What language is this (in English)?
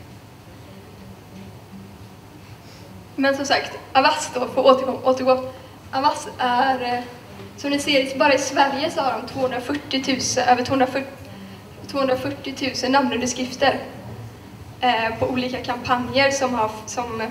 Swedish